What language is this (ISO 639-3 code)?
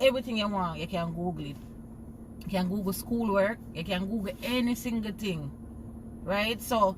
jam